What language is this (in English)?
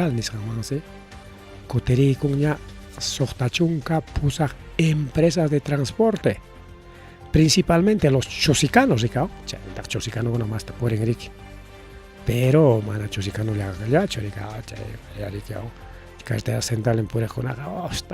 Ayacucho Quechua